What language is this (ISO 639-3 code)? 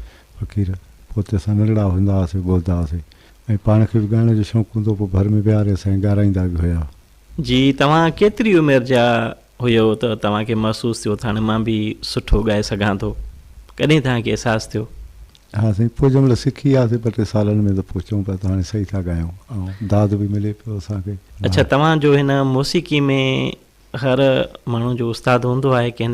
snd